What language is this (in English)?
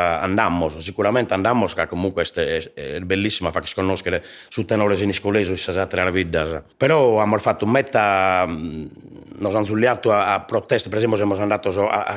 Sardinian